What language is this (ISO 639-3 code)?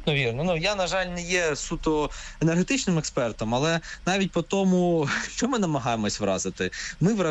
ukr